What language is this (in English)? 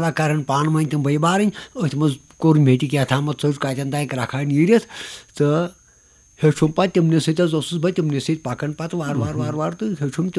Kashmiri